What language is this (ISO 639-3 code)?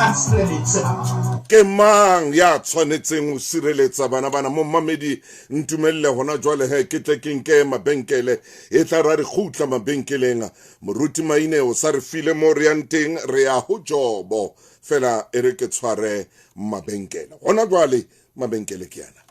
sot